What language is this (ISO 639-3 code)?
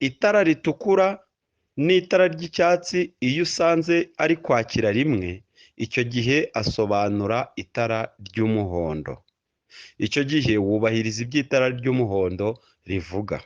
kin